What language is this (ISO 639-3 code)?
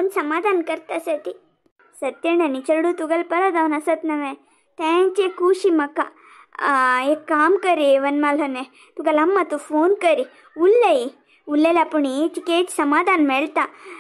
kok